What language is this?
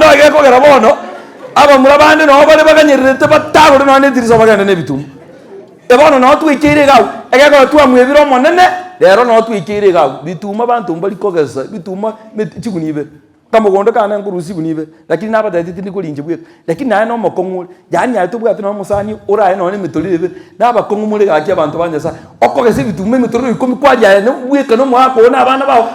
Gusii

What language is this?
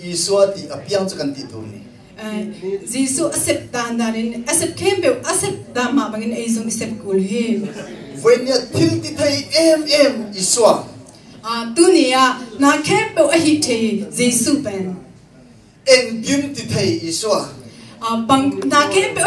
Tedim Chin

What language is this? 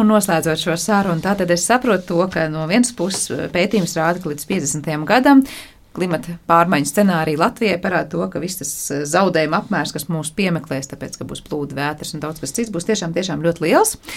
Latvian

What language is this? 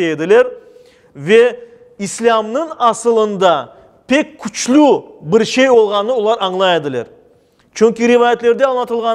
Crimean Tatar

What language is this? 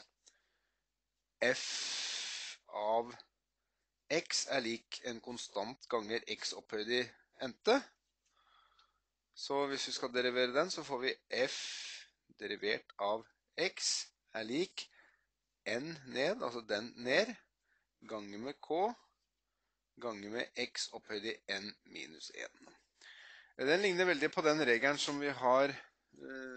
Norwegian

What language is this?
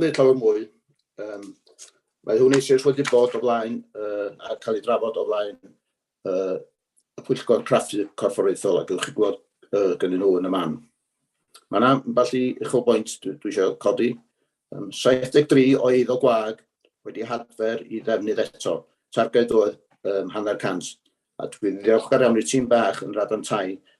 Welsh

